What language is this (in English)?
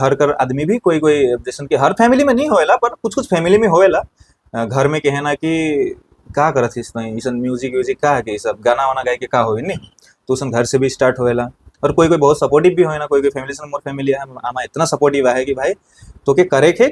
Sadri